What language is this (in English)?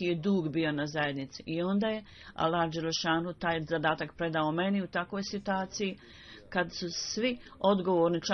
Bosnian